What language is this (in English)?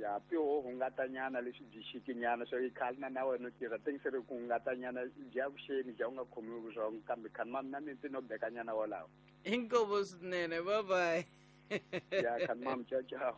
Tsonga